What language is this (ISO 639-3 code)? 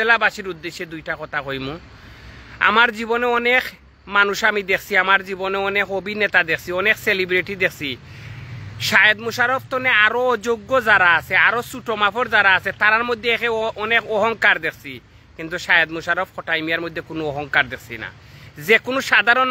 syl